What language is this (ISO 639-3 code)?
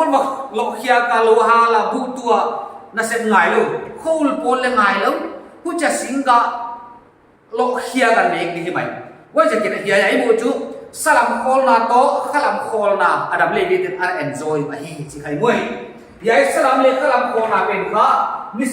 pck